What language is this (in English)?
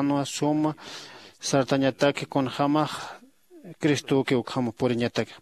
Aymara